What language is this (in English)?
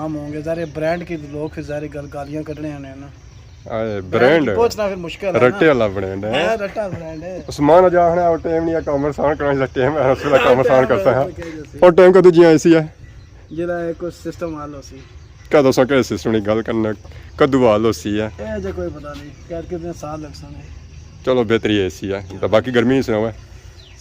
Pahari-Potwari